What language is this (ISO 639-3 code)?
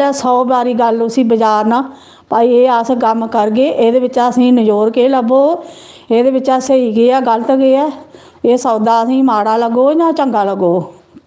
doi